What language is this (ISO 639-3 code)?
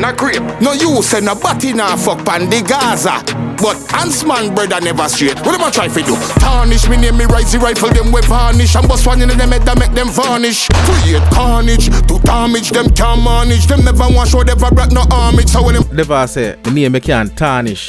jam